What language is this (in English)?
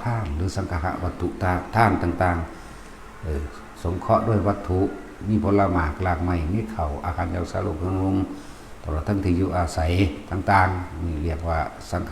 Northeastern Thai